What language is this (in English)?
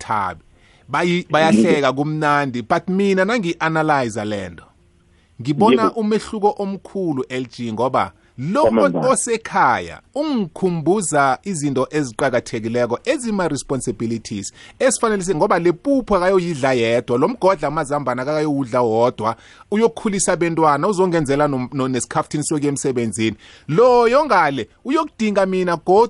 South Ndebele